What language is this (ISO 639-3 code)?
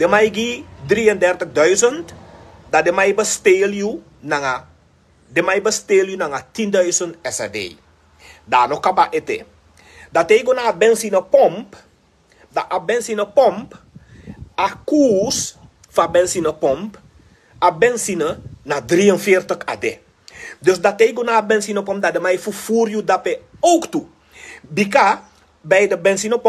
srn